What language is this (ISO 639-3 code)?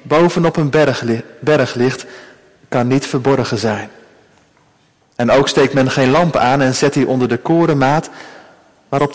nld